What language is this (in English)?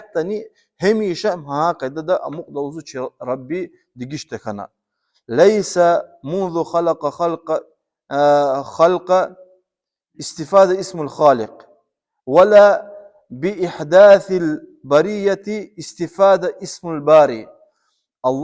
Lezghian